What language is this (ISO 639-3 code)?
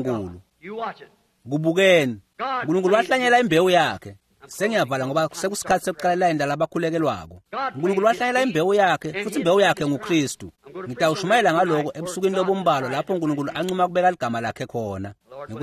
ssw